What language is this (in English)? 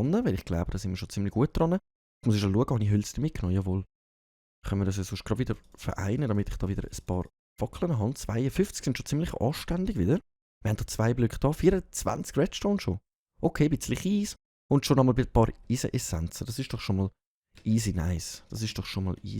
Swiss German